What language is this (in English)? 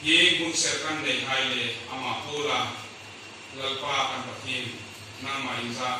Hmar